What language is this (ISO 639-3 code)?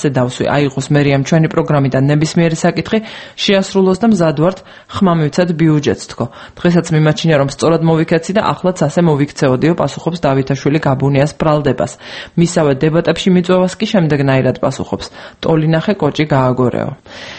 kat